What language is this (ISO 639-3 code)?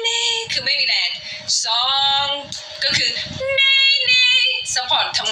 tha